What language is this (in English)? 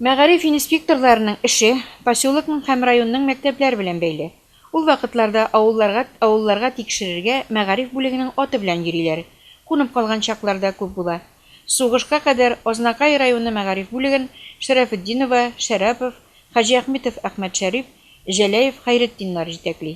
Tatar